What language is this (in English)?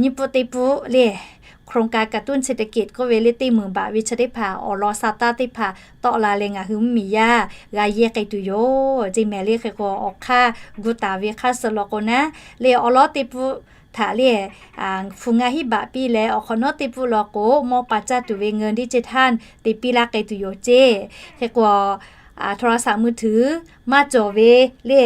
Lahu